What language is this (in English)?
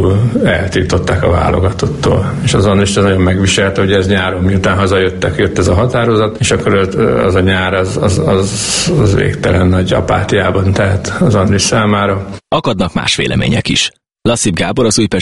Hungarian